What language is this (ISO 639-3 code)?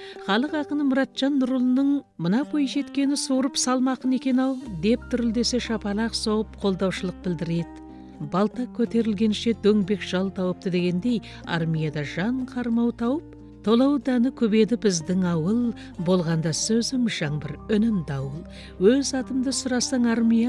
kaz